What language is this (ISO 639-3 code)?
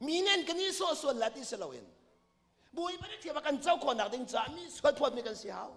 cnh